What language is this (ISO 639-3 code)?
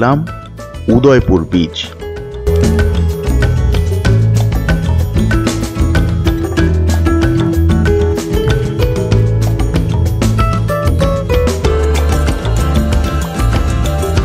ben